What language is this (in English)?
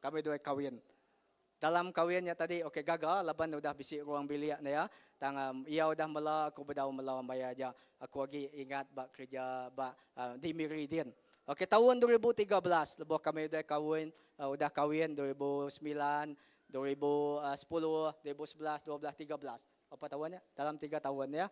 Iban